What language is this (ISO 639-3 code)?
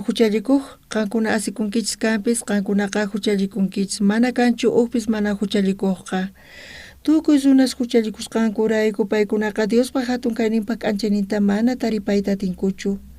quh